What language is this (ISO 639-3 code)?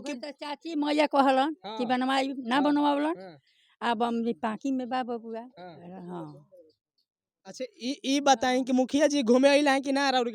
bho